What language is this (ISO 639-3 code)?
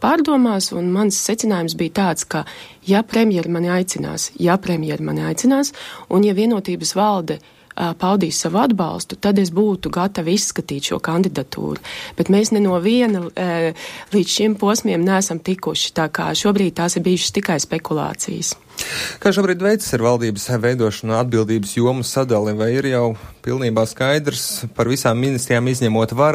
lav